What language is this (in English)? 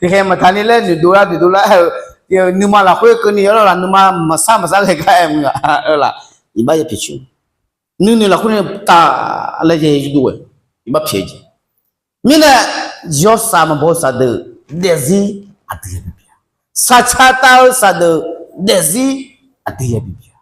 Akha